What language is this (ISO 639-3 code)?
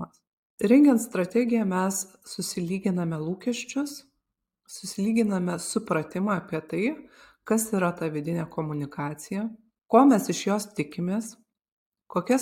lit